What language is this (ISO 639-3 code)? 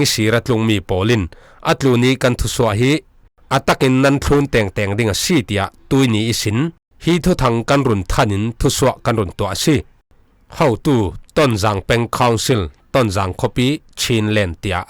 cfm